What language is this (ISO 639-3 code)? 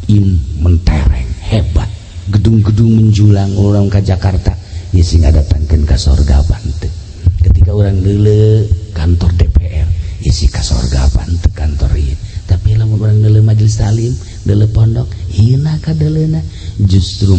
sun